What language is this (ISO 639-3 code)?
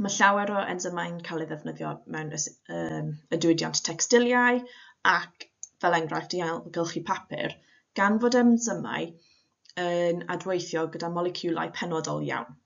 cym